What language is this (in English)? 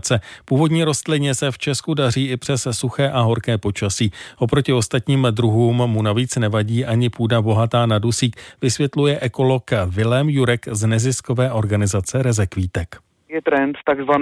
Czech